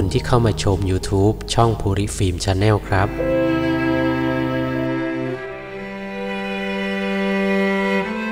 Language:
Thai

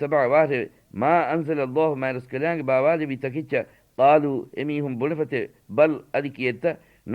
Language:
Divehi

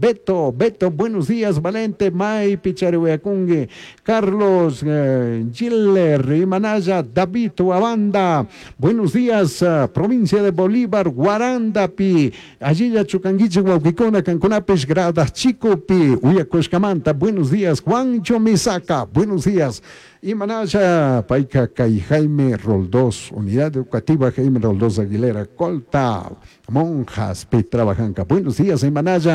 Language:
Chimborazo Highland Quichua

